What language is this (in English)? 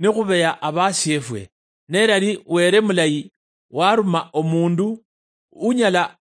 Luyia